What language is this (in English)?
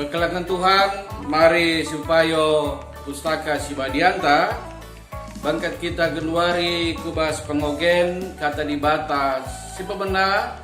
Batak Karo